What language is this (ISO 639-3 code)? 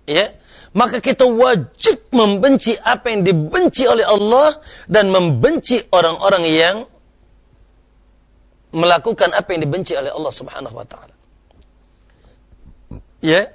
ind